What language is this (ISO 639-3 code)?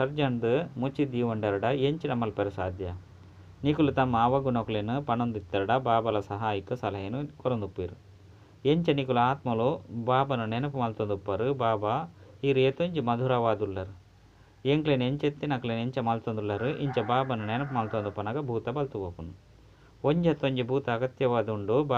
tcy